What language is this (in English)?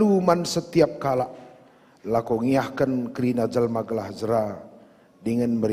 Batak Karo